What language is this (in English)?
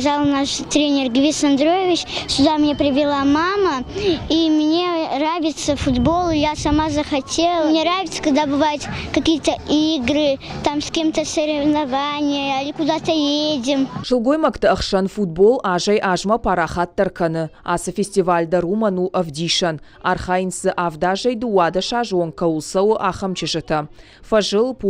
Ossetic